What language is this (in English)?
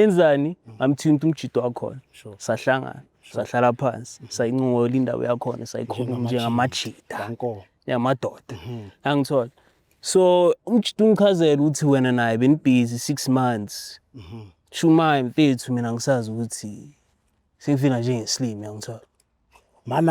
Zulu